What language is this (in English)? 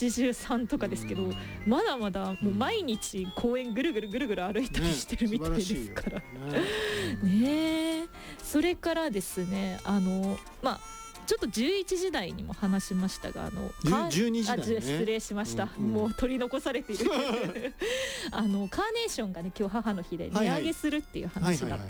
Japanese